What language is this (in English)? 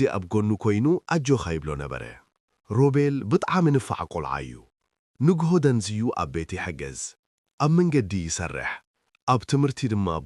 Tigrinya